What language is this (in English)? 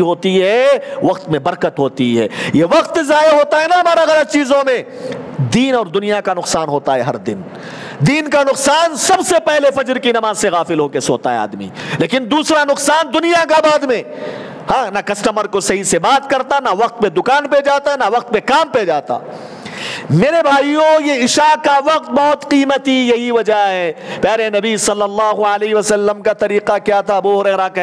Urdu